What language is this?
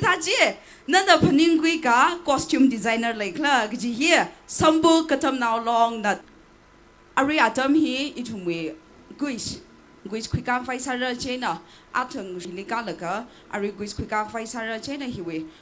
Tangkhul Naga (India)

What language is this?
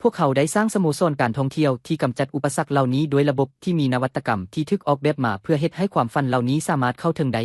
Lao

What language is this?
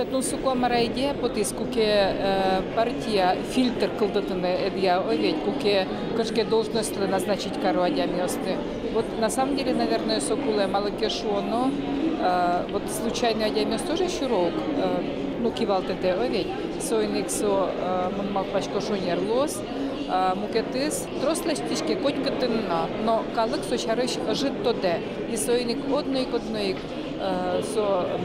Udmurt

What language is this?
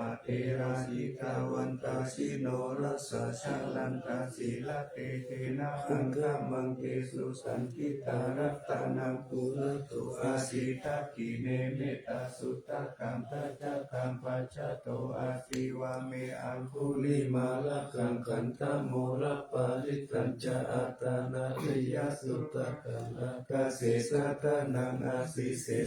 Pali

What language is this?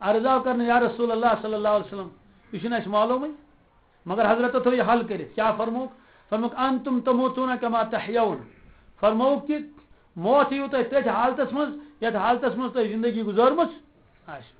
Kashmiri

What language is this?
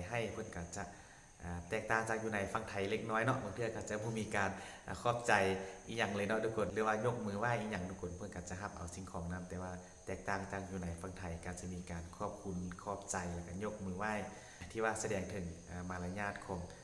Northeastern Thai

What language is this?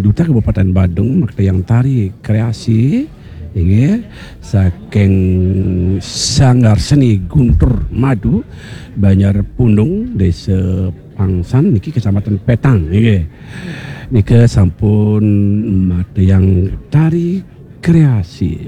Balinese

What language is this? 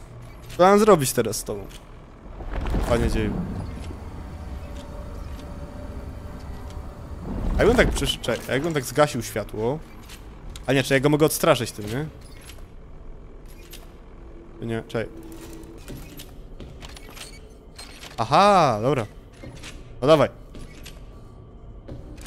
Polish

